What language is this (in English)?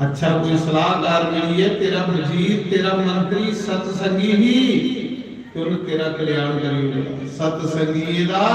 Dogri